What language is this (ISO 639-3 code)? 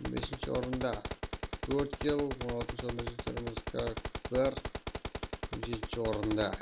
kaa